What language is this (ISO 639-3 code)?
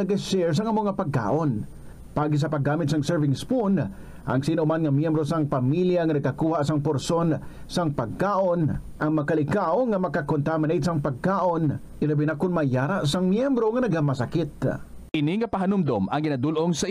hil